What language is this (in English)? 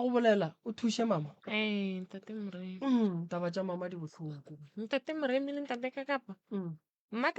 Northern Sotho